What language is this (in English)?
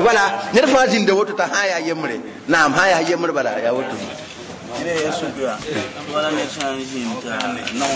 Mossi